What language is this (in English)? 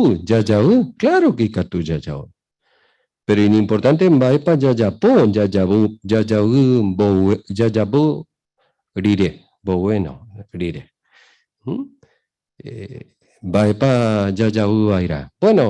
Guarani